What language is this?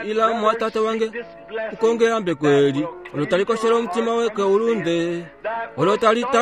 Kuanyama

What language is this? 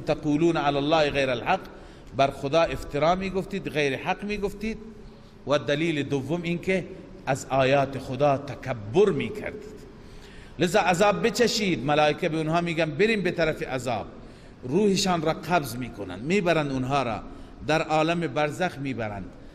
Persian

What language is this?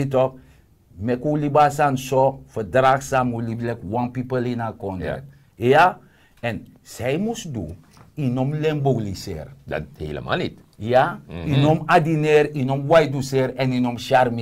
Sranan Tongo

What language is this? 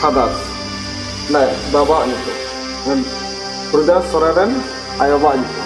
Santali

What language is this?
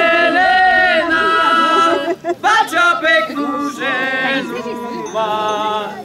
Slovak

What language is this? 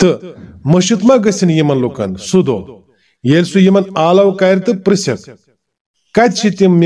Kashmiri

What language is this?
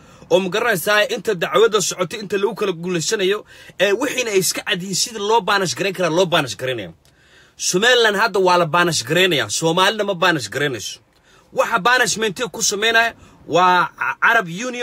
Somali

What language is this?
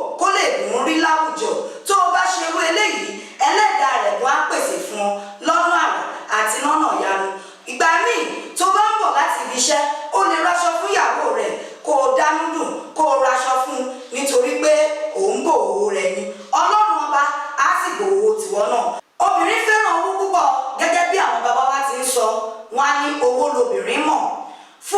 Yoruba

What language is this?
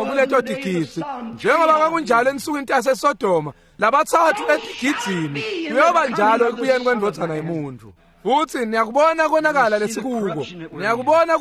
Swati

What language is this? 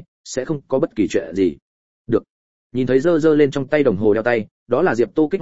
Vietnamese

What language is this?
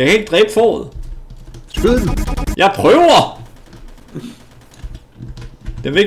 Danish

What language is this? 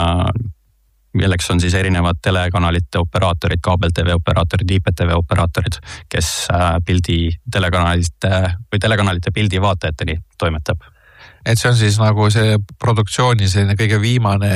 Estonian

